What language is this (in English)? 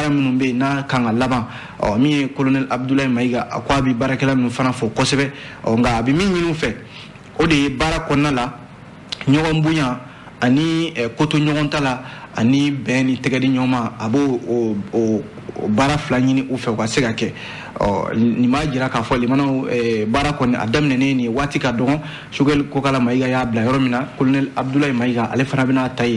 Bambara